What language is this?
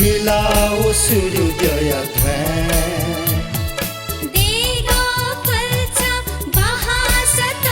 Newari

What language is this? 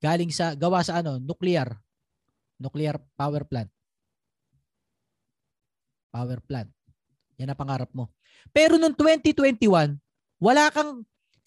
Filipino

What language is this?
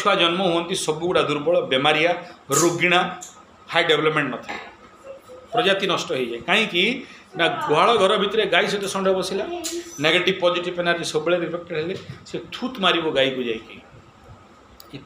Odia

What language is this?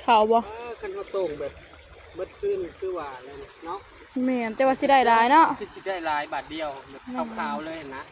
Northeastern Thai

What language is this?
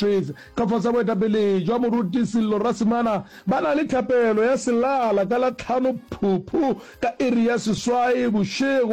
Northern Sotho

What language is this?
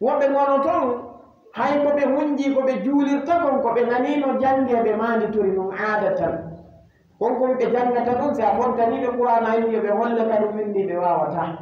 Fula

